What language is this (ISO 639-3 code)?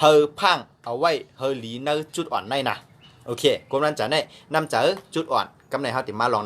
shn